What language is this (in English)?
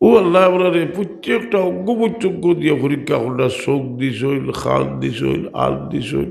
Sylheti